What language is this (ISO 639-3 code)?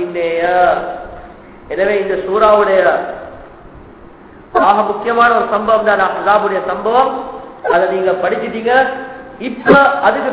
tam